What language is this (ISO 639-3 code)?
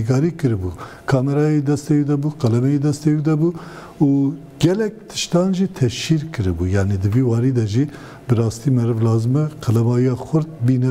kur